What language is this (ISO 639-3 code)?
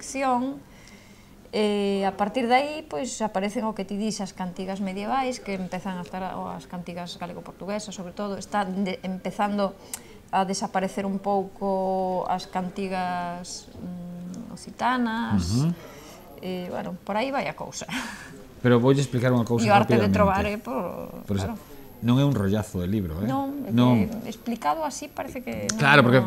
glg